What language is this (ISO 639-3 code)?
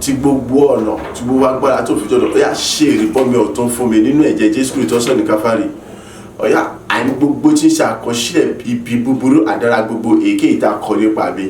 yor